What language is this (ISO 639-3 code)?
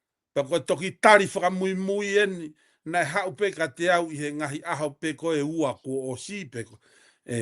ton